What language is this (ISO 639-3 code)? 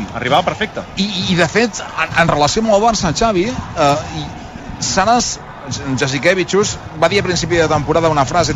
cat